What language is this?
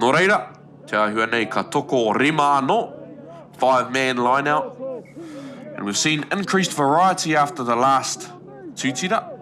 Māori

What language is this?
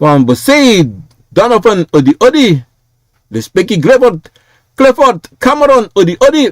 Sranan Tongo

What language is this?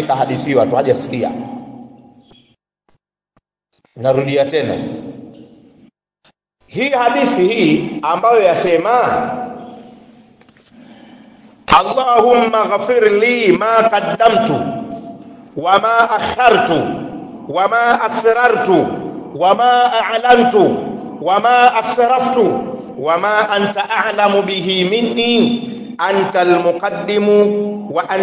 Swahili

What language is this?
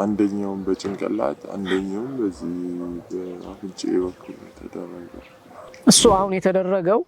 Amharic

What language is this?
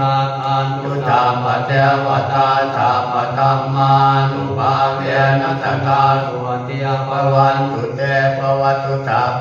Pali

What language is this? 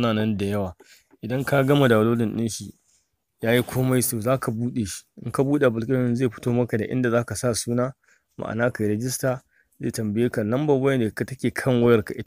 Hausa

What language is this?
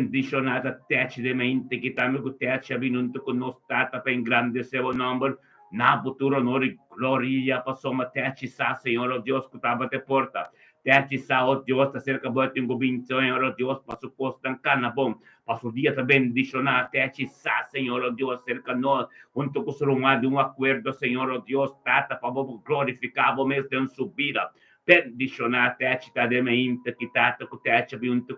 Papiamento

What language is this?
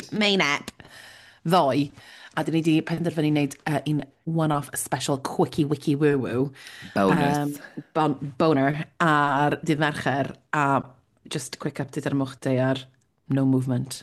Welsh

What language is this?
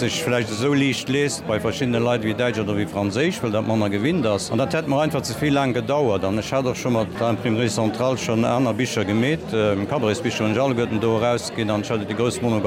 Luxembourgish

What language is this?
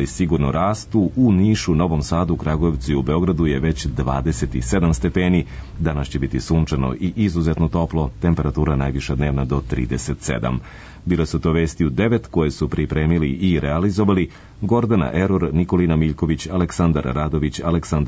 Serbian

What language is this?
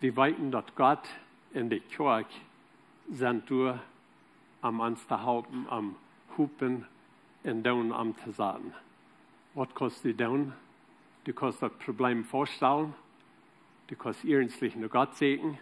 Plautdietsch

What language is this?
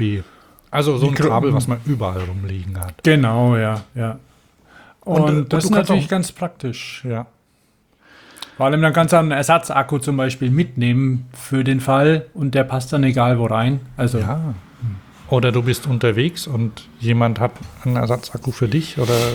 German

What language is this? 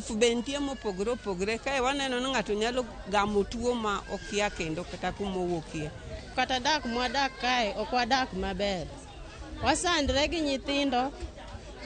Luo (Kenya and Tanzania)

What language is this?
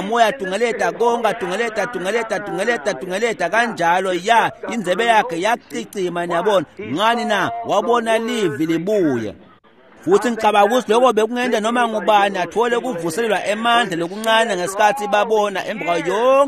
Swati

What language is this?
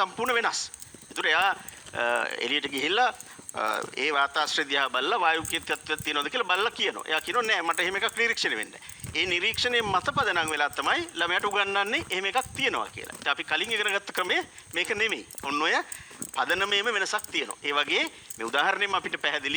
Sinhala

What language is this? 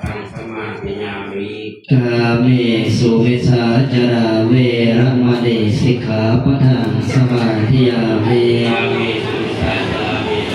Pali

